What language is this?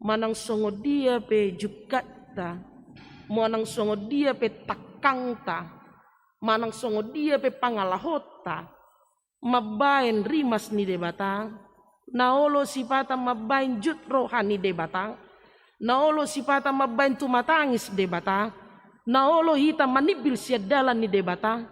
Batak Toba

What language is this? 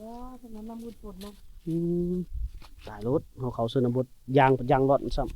Lao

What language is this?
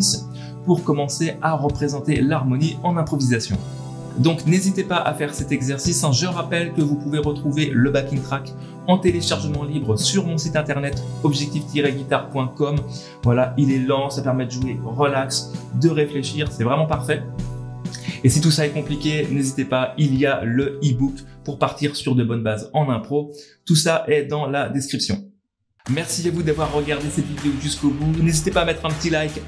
French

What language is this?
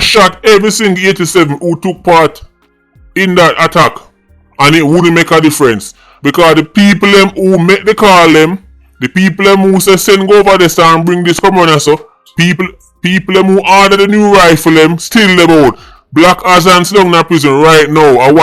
Jamaican Creole English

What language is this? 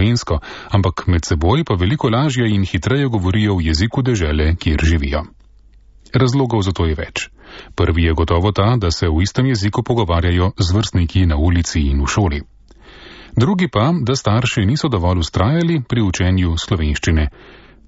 Slovenian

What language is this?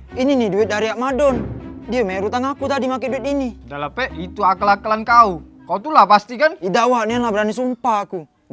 Musi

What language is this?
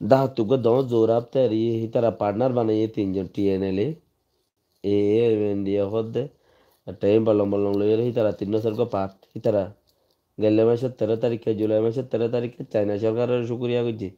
Rohingya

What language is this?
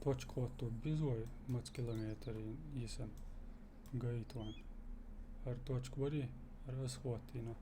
Chechen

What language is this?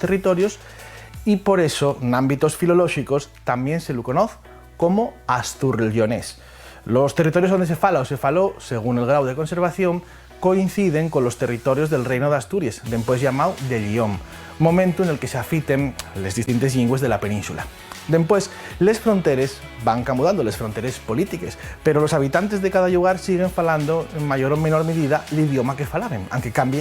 Asturian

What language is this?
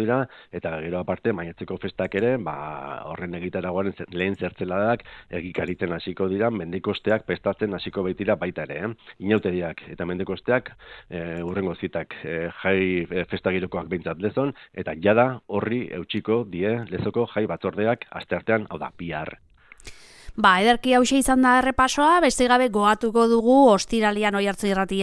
Basque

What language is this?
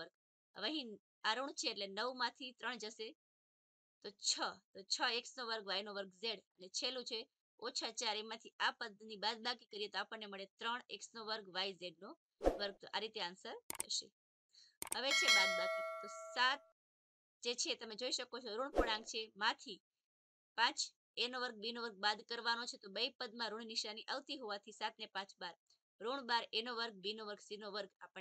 Gujarati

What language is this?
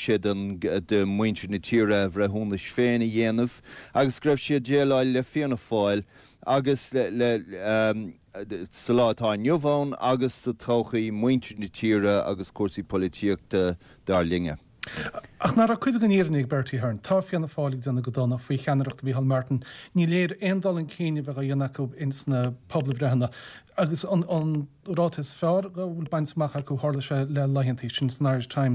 Irish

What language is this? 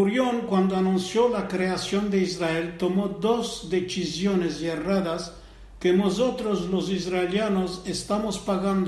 Ladino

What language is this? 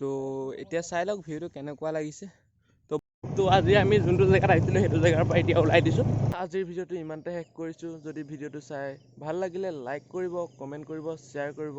Assamese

